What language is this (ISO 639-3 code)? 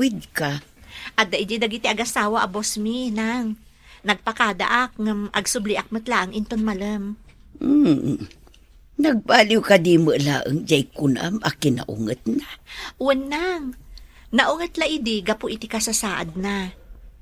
ilo